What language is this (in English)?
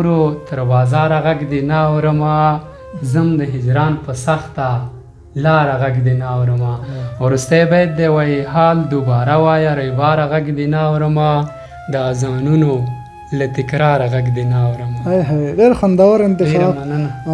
Pashto